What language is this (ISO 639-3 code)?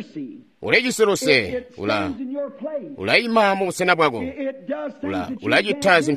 toi